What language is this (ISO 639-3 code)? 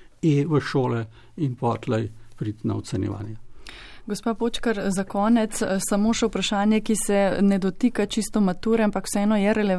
slv